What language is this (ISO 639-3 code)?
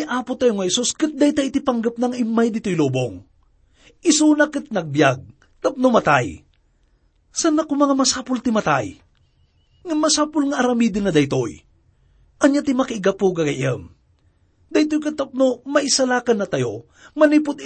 ilo